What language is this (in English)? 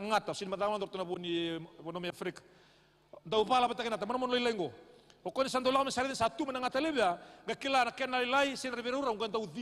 Fijian